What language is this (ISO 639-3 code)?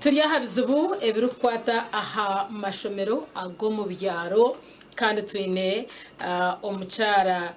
nyn